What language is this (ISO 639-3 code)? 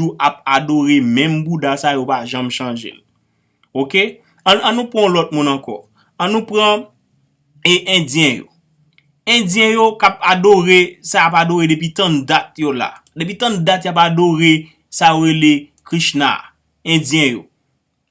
hat